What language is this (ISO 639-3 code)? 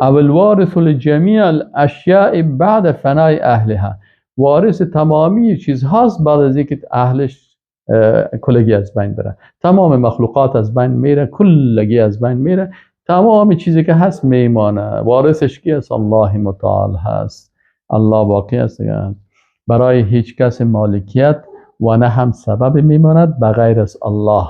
fas